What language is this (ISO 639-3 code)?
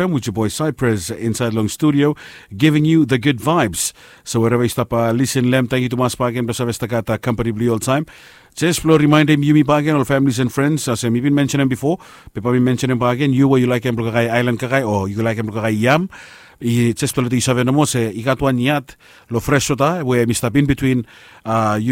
bis